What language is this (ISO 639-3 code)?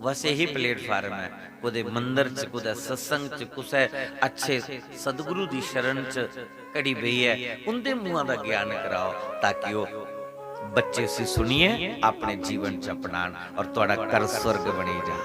doi